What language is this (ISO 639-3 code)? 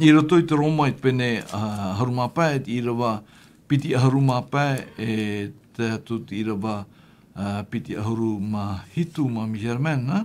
tah